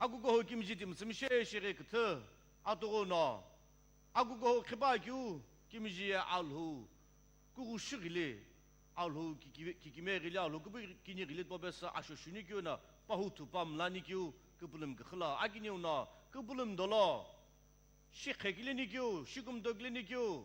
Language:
Sumi Naga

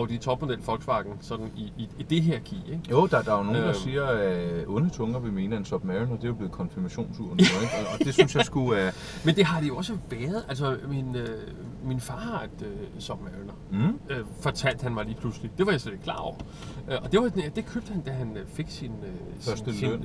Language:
Danish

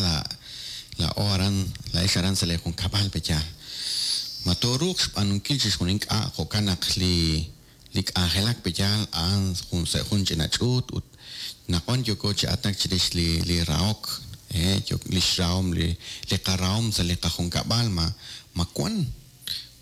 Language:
Kekchí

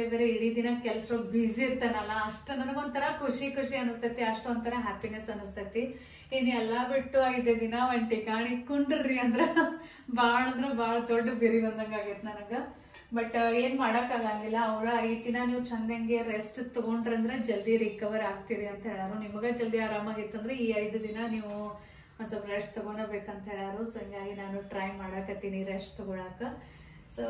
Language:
Kannada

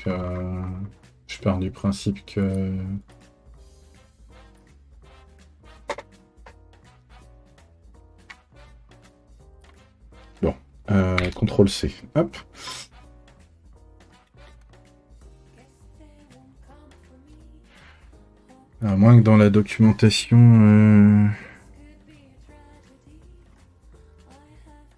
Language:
French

